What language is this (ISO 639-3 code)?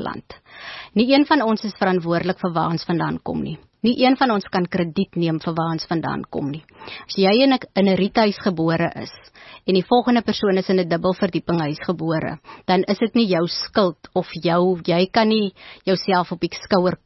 afr